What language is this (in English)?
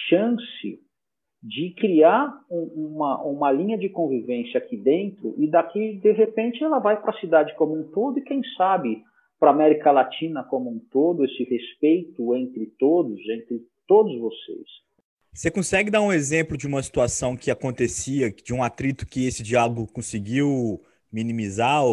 Portuguese